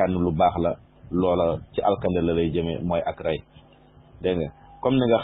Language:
Wolof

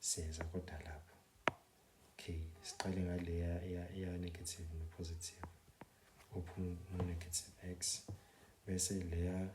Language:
Zulu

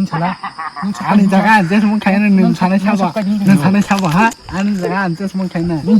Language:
Kok Borok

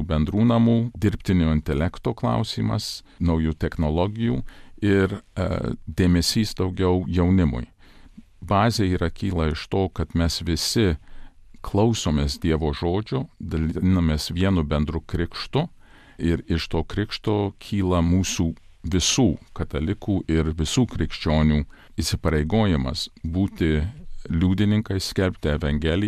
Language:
Lithuanian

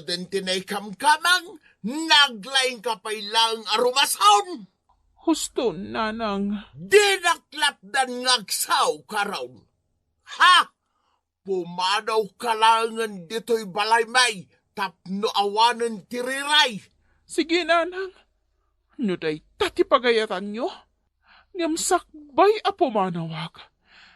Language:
Iloko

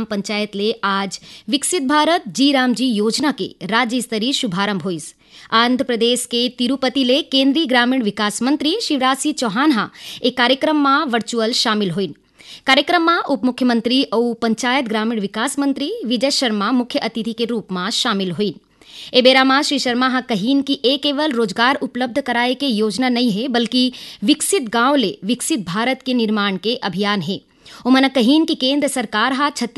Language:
Chhattisgarhi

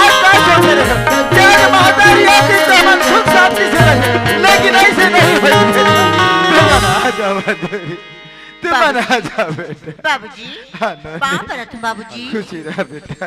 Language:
Chhattisgarhi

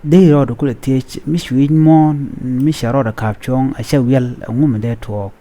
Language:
Nuer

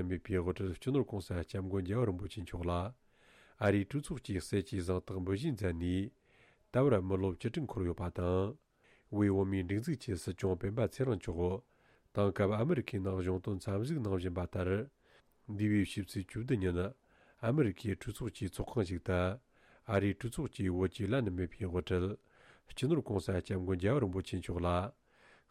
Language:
Tibetan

